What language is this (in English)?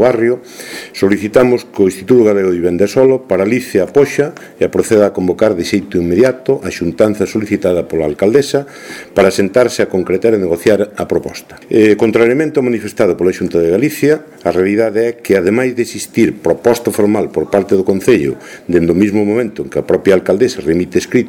Galician